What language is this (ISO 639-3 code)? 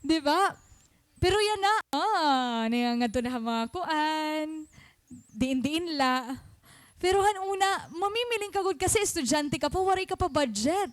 war